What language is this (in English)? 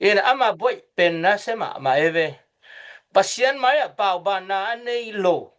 Tedim Chin